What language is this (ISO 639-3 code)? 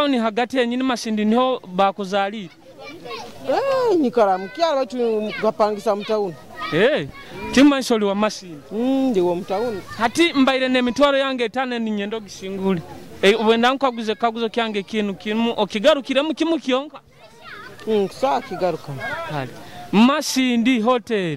nyo